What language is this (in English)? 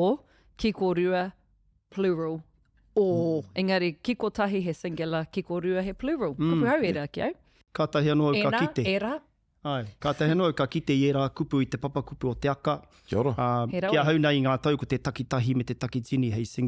Māori